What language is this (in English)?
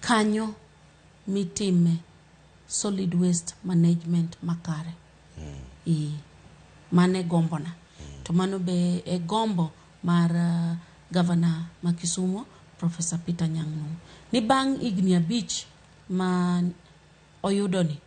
Luo (Kenya and Tanzania)